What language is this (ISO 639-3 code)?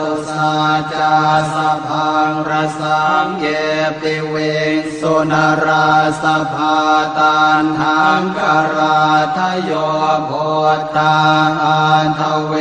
pli